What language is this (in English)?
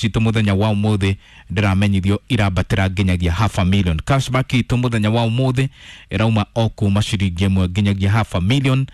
Kikuyu